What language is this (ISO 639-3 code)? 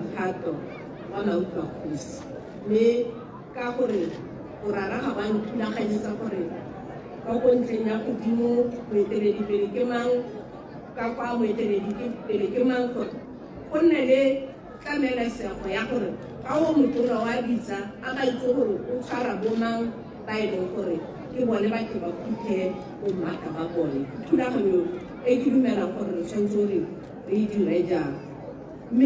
tsn